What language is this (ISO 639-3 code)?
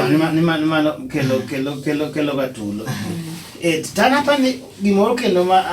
luo